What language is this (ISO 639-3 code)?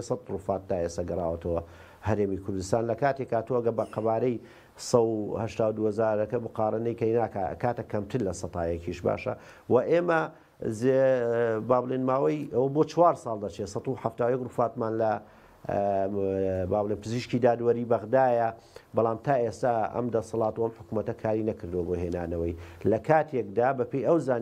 ckb